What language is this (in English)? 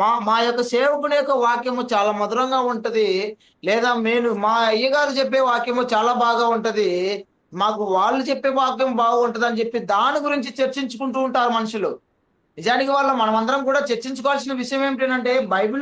Telugu